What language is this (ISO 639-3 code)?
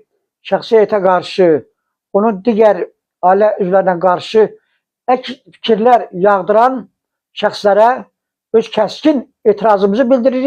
aze